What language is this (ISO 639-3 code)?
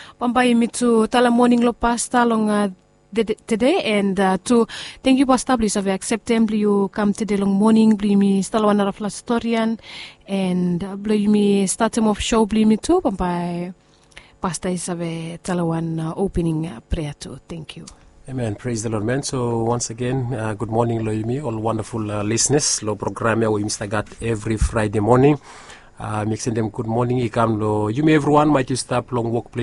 bis